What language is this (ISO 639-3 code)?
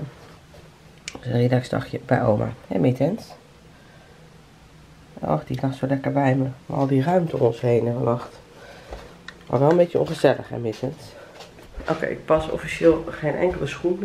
nld